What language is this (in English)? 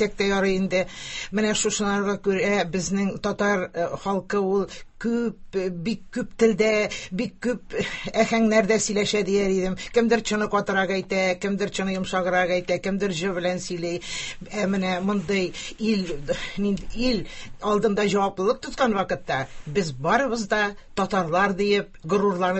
Tatar